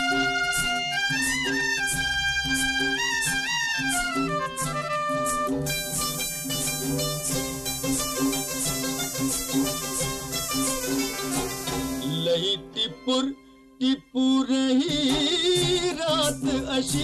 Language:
Marathi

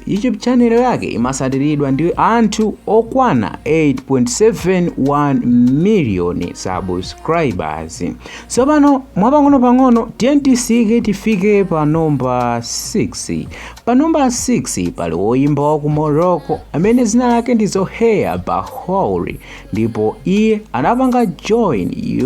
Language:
Nyanja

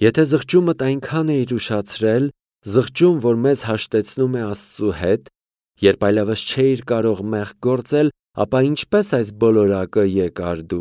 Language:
Armenian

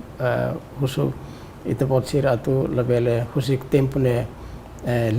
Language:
Tetum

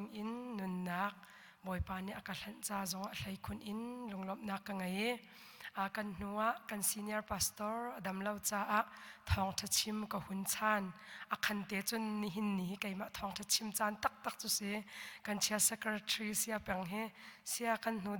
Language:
Hakha Chin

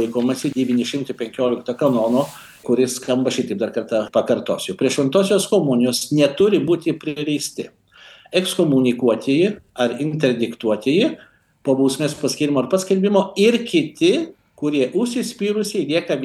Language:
Lithuanian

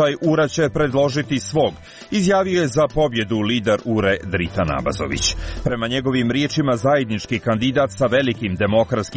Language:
Serbian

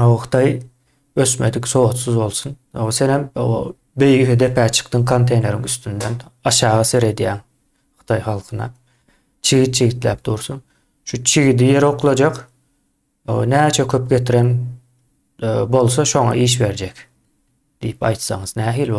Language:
Turkmen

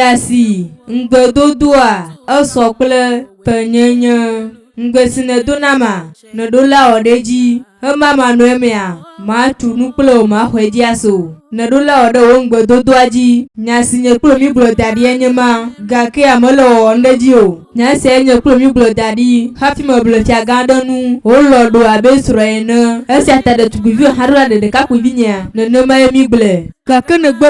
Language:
Ewe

